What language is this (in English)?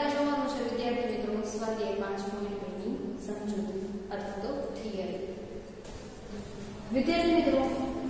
Gujarati